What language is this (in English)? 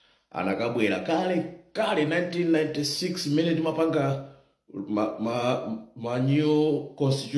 Nyanja